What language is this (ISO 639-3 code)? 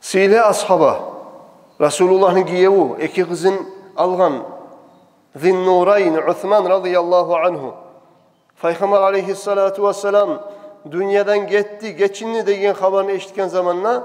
kum